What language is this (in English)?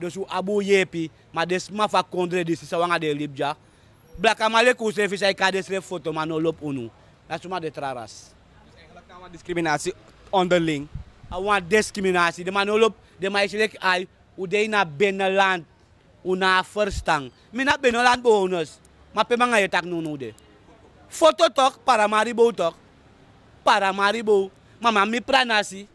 Sranan Tongo